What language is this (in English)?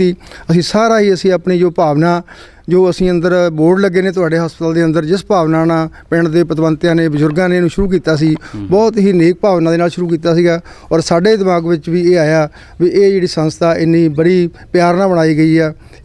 Punjabi